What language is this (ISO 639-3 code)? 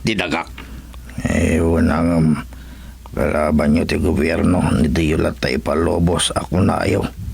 ilo